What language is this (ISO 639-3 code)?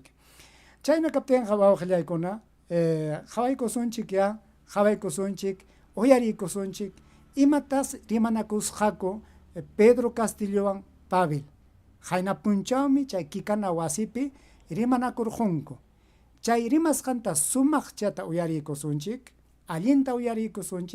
quy